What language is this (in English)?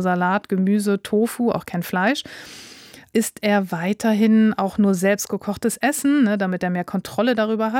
German